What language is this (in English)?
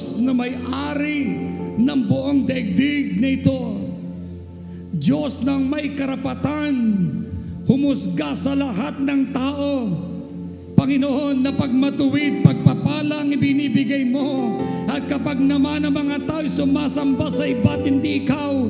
Filipino